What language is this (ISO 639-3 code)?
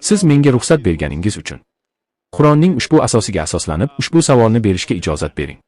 uzb